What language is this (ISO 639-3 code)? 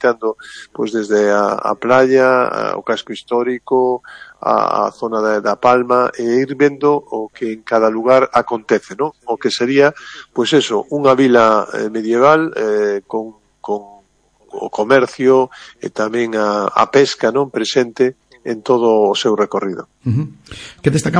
glg